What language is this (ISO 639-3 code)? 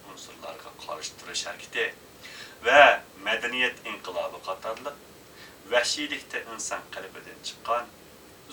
uig